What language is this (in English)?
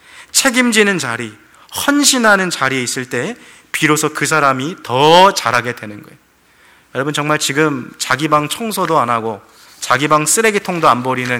Korean